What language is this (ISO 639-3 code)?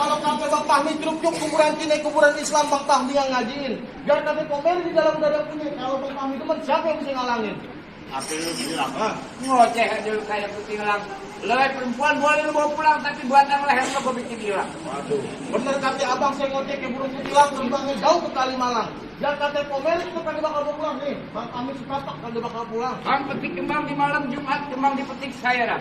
bew